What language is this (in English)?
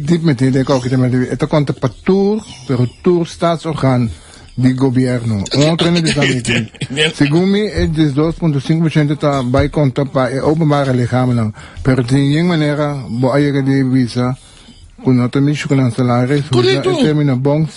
Papiamento